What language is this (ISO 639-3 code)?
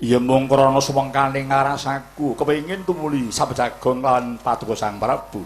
jav